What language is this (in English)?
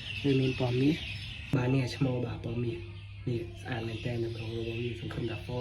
Khmer